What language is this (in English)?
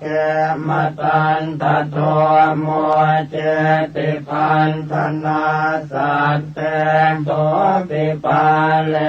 Pali